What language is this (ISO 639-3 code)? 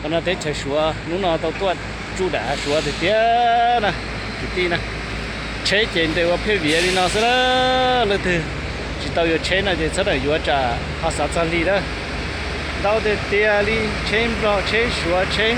hmn